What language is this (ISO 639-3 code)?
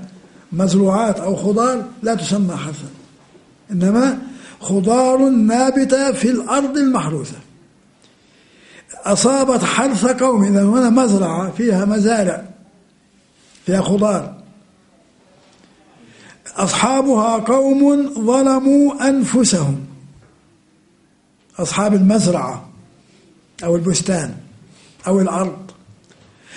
ara